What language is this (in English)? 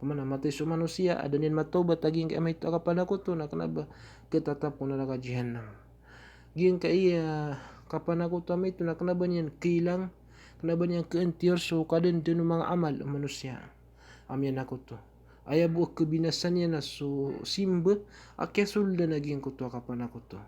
Maranao